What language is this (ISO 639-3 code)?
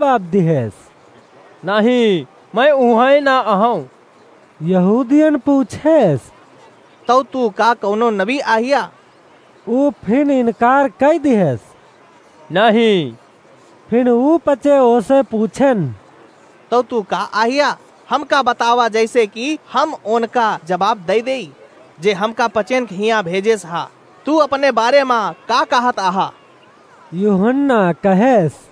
awa